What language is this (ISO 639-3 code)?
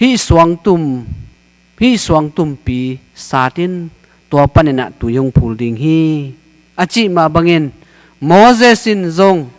ctd